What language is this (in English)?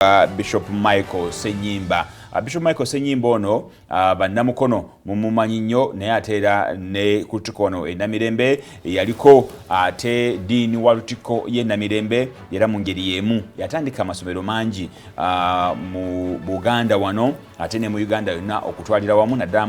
Ganda